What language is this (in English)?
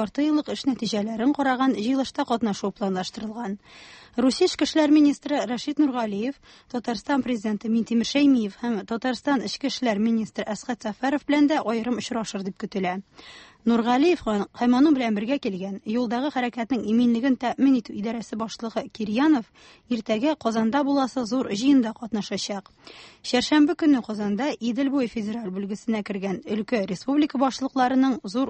Tatar